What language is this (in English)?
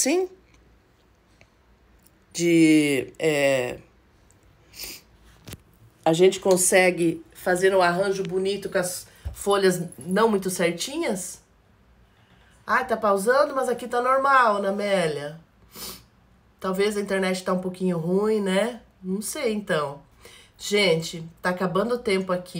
Portuguese